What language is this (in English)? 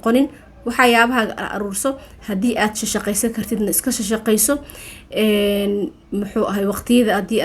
Somali